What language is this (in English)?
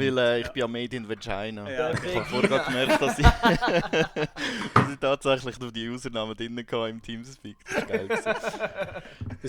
Swiss German